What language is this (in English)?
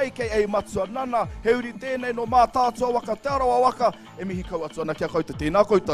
Māori